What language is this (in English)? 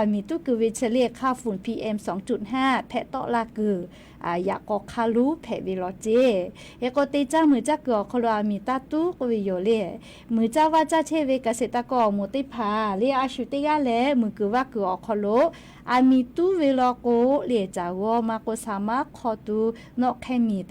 Lahu